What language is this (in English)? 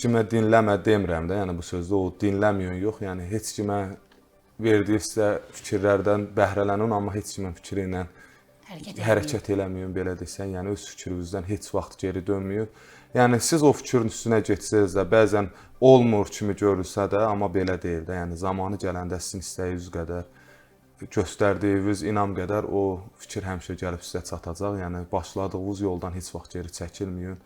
Azerbaijani